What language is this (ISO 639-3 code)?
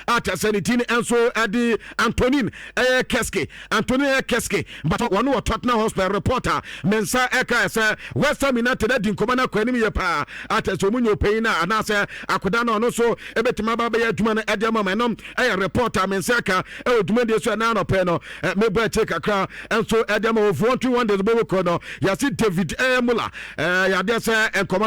aka